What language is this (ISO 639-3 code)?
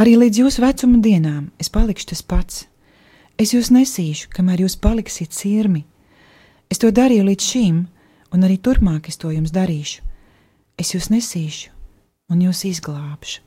lav